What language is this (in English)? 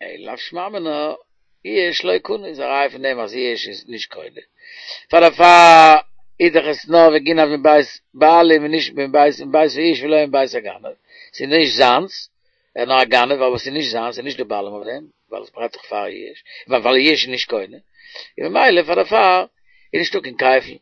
Yiddish